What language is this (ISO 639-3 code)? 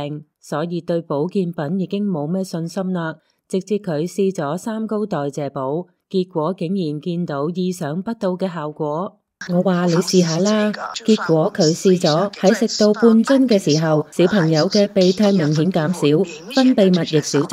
yue